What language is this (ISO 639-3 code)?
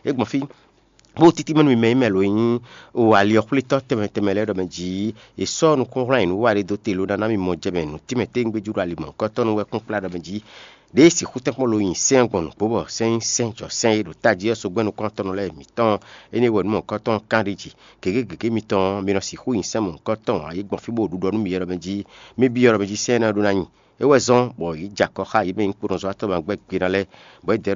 fon